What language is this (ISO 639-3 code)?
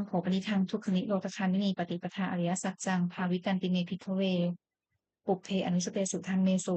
pli